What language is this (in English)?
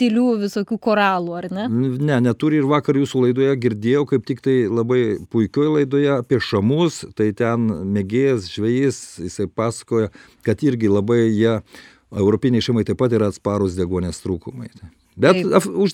Lithuanian